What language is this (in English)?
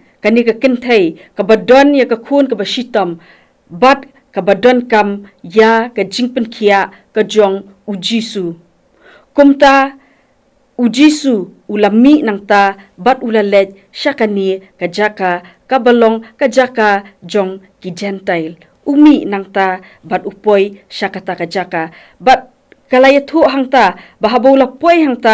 Khasi